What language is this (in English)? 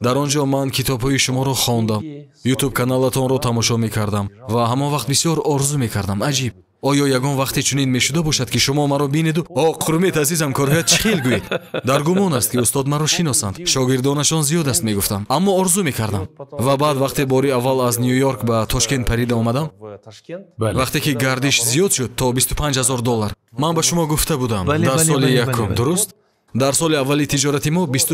Tajik